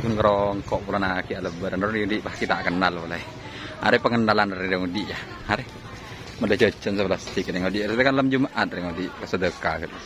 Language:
Madurese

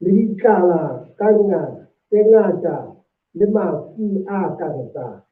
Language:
Southern Sotho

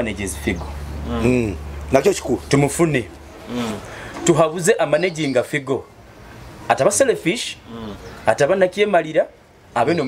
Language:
Nyoro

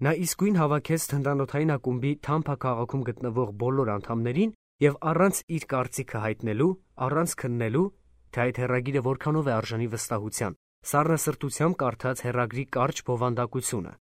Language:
Armenian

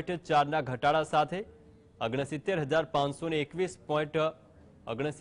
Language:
Gujarati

